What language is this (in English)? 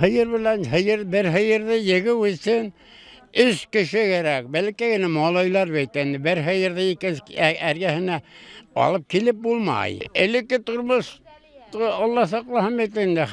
Bashkir